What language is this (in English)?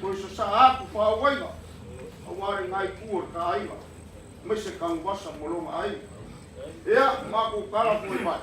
Samoan